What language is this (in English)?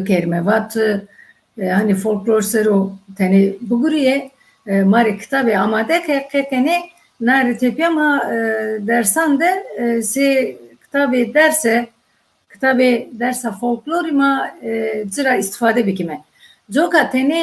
Zaza